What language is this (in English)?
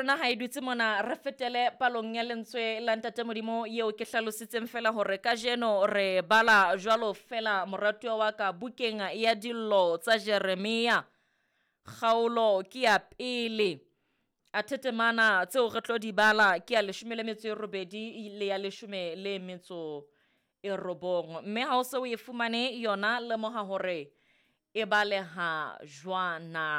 Southern Sotho